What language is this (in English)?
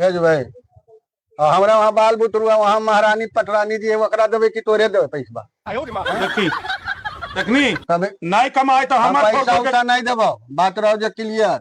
Magahi